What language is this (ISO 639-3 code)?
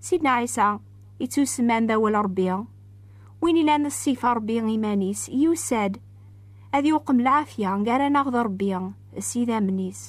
kab